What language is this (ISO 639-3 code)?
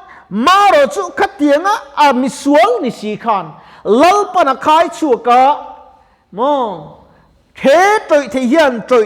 lus